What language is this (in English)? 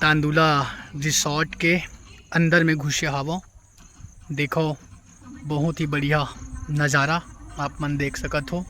Chhattisgarhi